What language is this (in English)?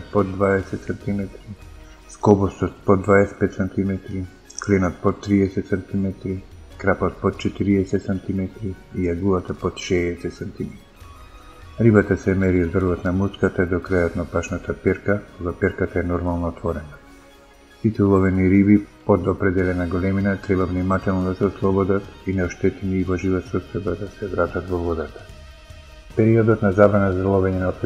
Macedonian